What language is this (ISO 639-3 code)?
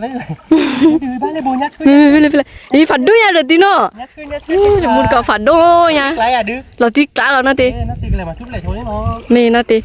ksw